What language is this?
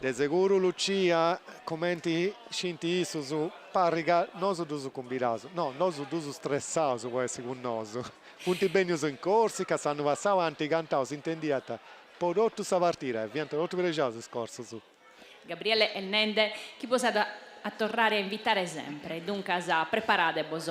Sardinian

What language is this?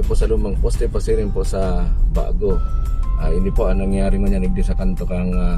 Bikol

